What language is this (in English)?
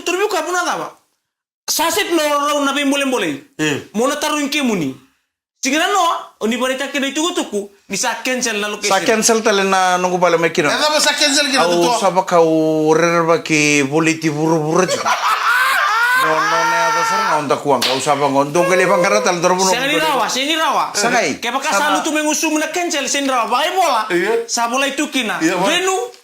Fijian